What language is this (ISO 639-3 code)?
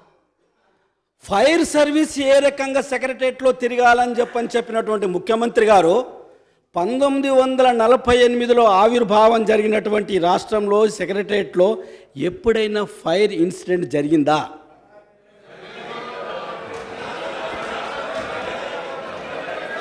tel